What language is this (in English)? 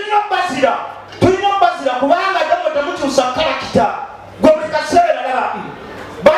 Ganda